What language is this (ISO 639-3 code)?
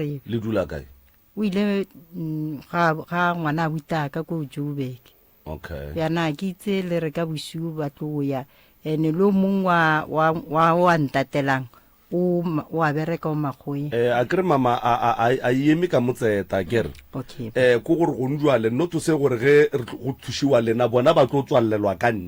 nso